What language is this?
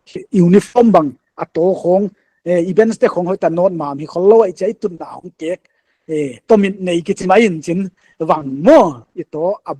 Paite Chin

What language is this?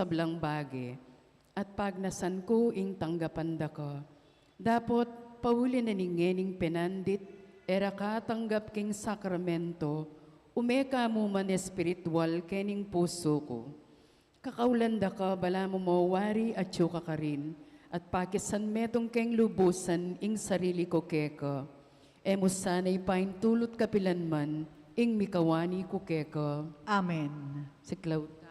Pampanga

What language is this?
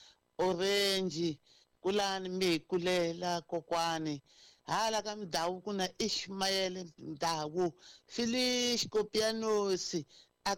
Tsonga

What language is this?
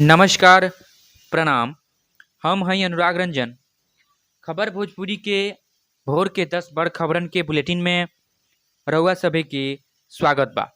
Bhojpuri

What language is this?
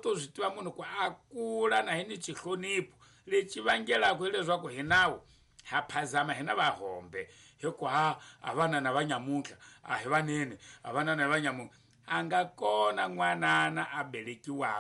Tsonga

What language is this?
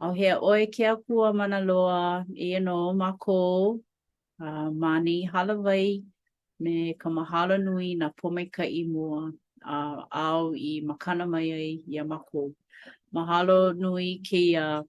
Hawaiian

